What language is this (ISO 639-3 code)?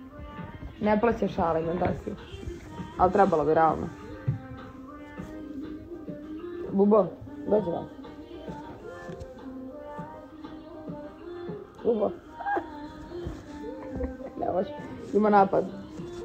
srp